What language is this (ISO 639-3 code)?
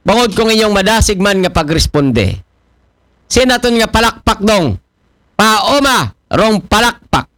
akl